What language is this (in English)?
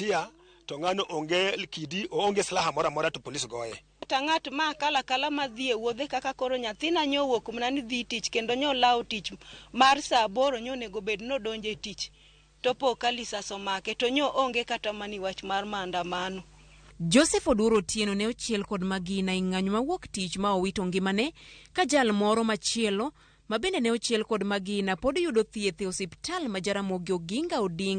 Luo (Kenya and Tanzania)